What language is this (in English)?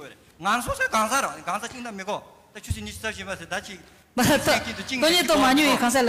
Tibetan